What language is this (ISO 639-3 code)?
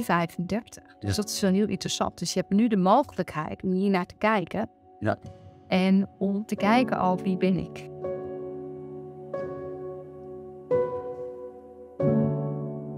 nld